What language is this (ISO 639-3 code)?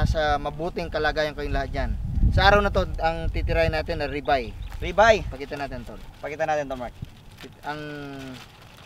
fil